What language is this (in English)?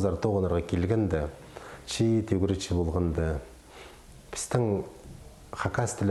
Khakas